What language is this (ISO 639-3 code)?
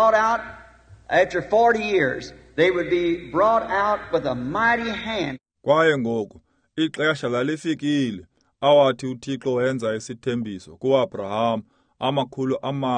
xho